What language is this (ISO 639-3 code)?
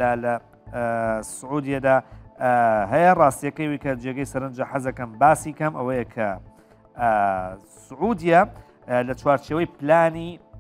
ckb